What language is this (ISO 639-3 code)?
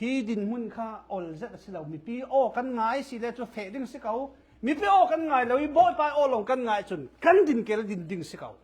cfm